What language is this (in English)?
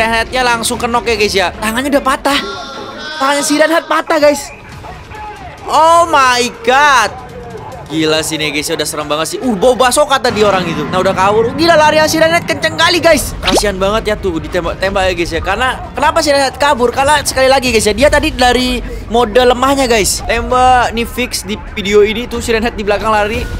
Indonesian